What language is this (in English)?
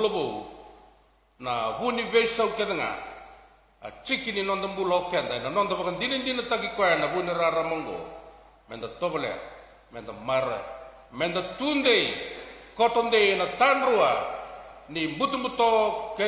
Fijian